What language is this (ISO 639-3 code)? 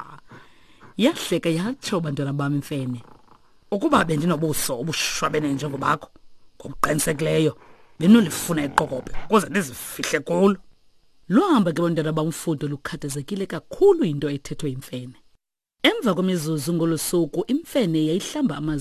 xho